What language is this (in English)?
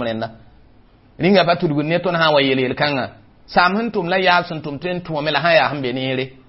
Mossi